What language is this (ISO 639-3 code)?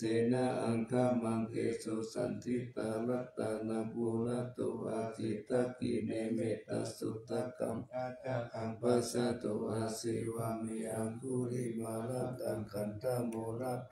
pli